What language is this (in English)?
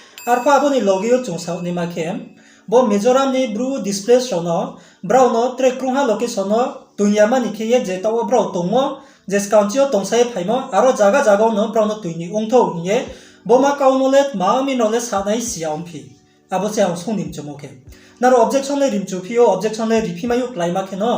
Riang (India)